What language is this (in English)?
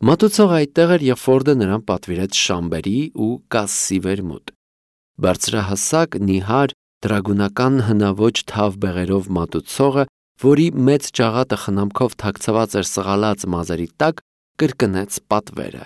Armenian